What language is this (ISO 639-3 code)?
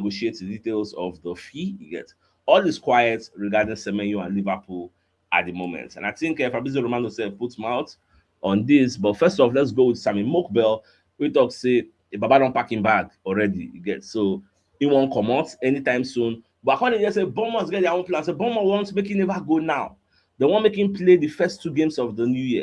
pcm